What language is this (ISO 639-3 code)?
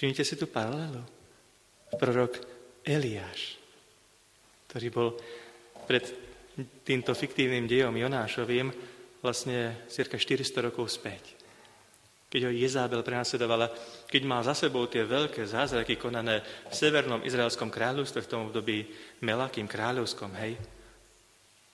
slk